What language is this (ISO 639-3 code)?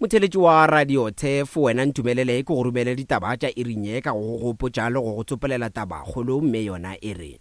nso